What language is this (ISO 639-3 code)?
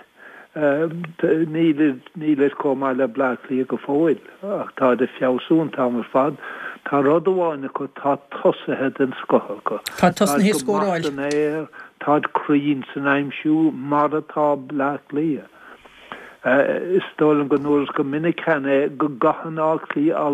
gle